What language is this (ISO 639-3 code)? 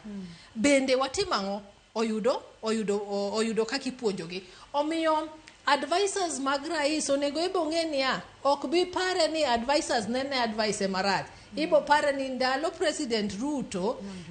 luo